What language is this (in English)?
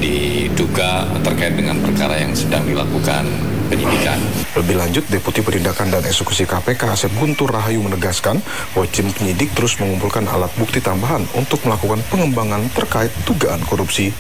Indonesian